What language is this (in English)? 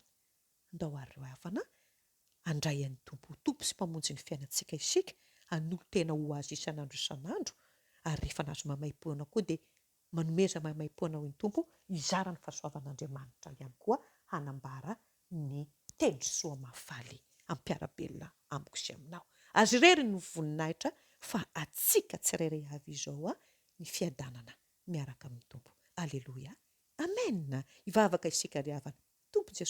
Malagasy